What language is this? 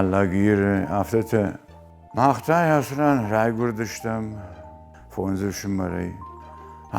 Ossetic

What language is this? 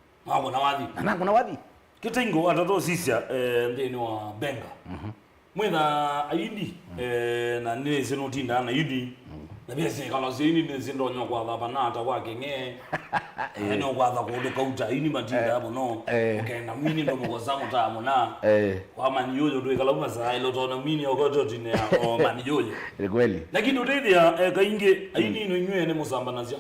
Kamba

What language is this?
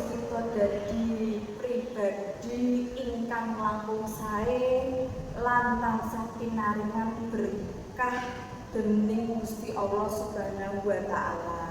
Javanese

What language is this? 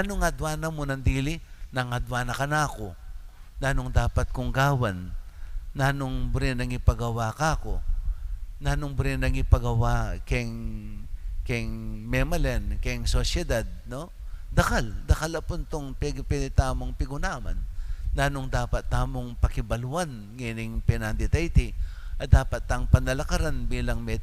Pampanga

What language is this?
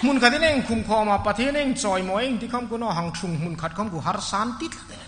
Hmar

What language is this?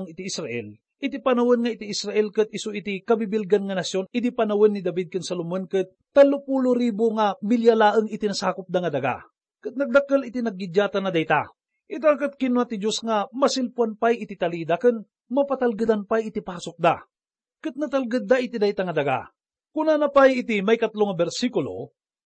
Iloko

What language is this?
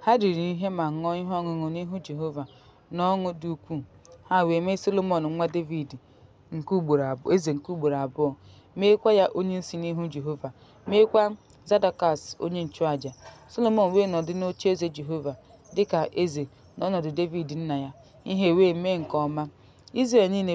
Igbo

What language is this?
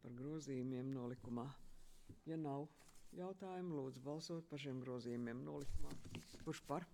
Latvian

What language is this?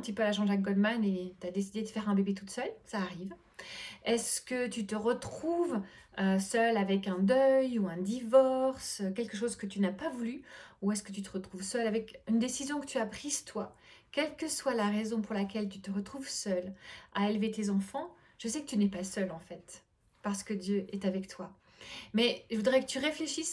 French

